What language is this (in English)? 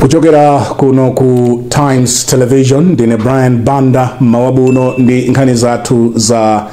Nyanja